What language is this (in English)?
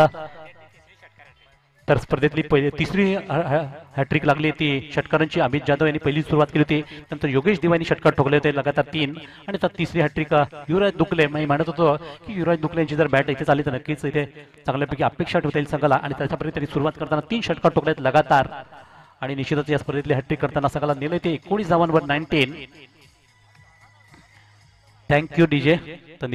Marathi